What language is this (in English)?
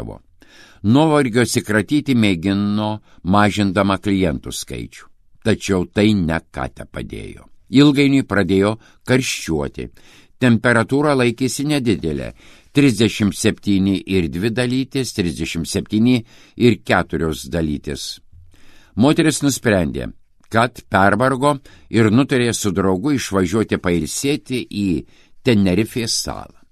Lithuanian